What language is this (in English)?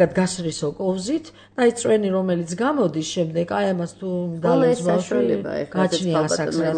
Georgian